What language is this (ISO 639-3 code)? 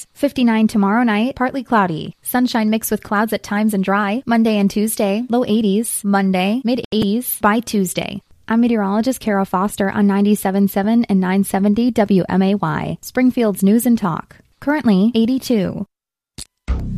eng